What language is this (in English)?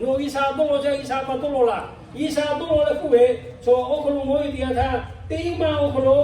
Lahu